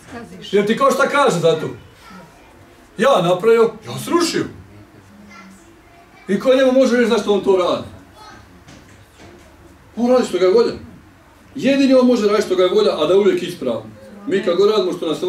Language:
Bosnian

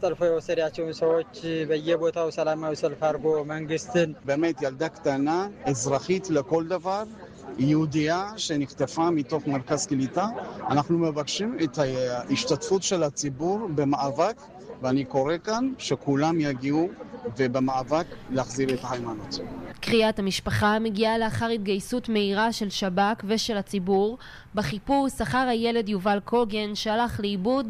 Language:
Hebrew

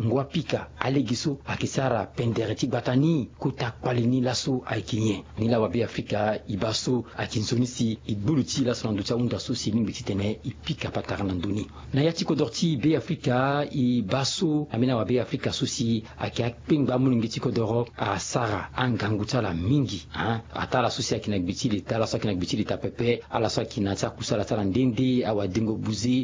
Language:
Sango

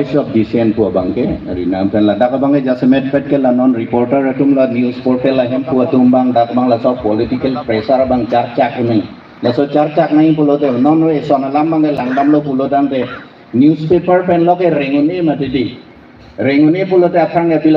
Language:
Karbi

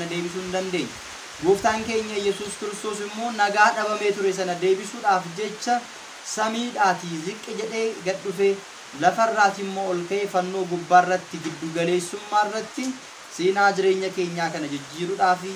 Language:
Oromo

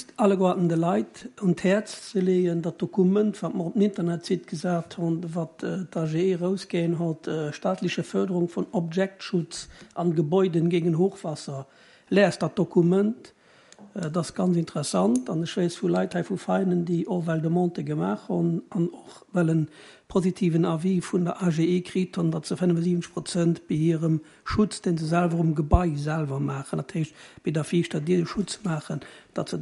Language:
Luxembourgish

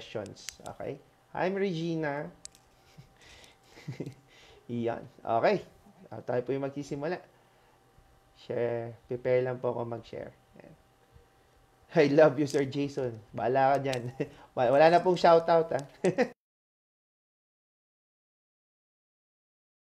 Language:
Filipino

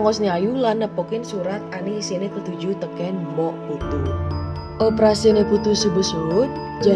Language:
Balinese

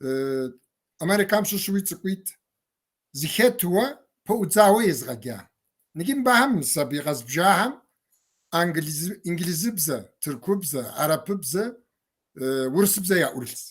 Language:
Kabardian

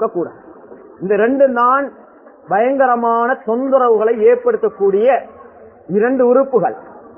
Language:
Tamil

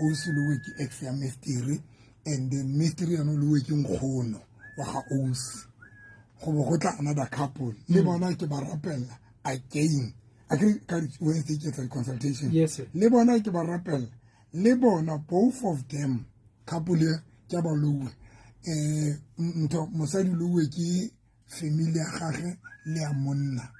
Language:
Southern Sotho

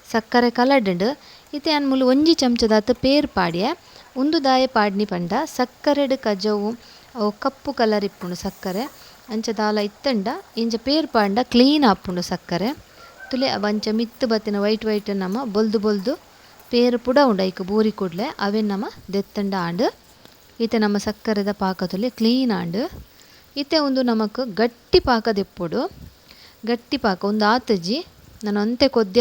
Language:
Tulu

